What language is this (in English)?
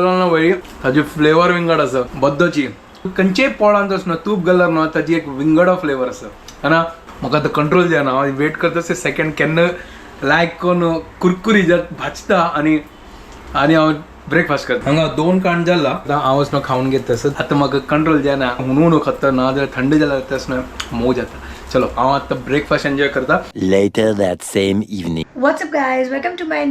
Konkani